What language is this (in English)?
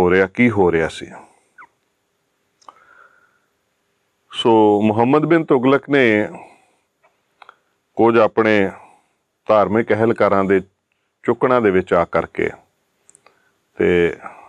Punjabi